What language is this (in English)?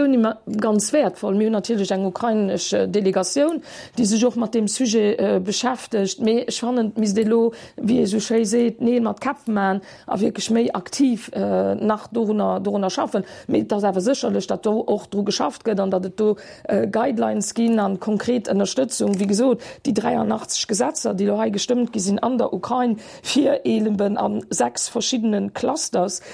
Luxembourgish